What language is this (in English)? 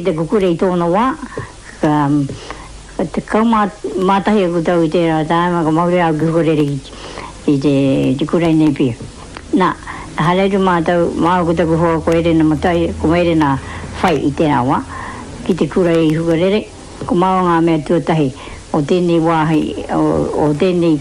Māori